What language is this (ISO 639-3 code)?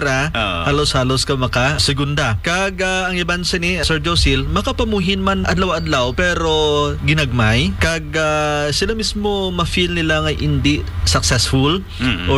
hil